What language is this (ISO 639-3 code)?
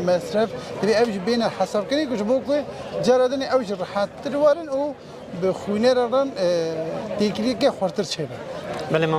kur